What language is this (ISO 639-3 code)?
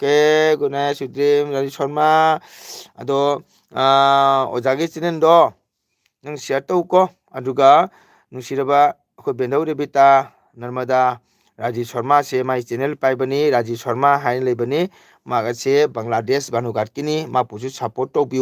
mni